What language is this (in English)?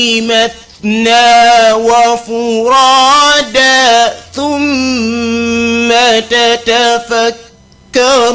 Fula